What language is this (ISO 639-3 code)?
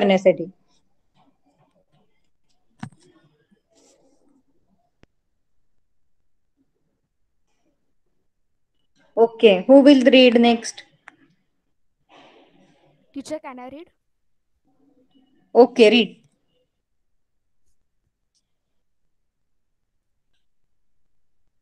mar